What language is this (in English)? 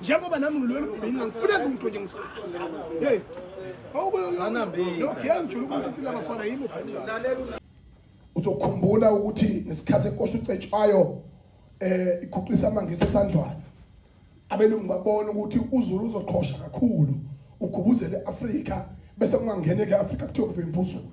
Zulu